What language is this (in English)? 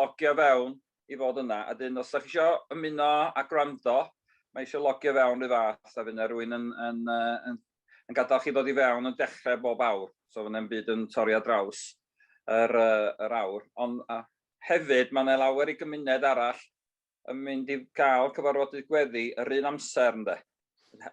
Welsh